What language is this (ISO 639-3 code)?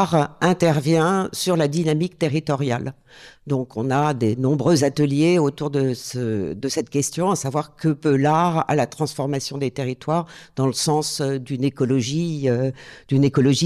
fra